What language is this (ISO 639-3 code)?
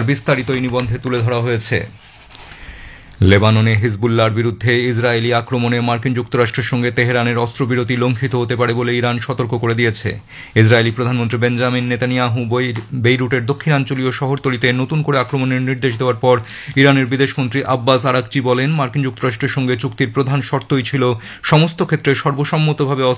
ben